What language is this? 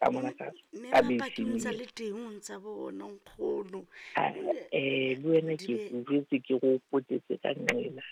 Southern Sotho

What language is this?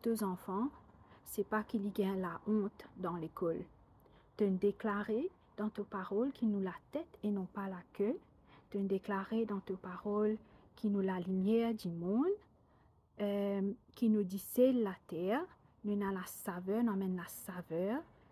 Morisyen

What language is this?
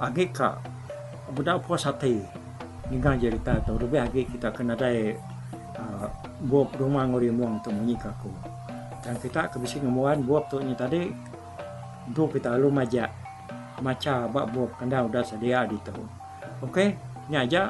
Iban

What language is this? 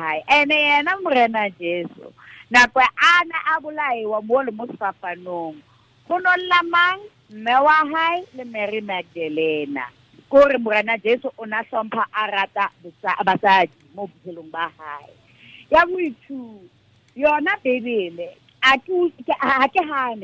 Tswana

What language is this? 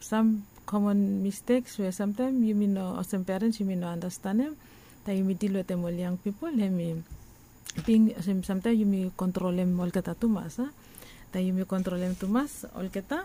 Bislama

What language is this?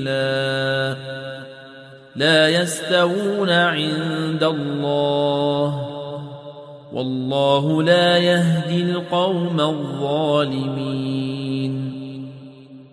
Arabic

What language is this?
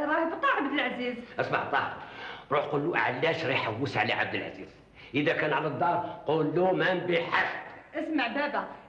Algerian Arabic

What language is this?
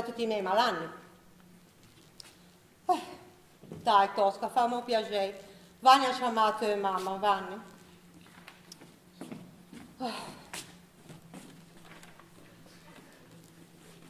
Italian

